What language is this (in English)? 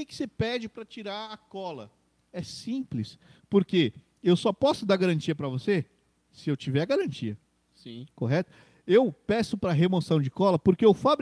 Portuguese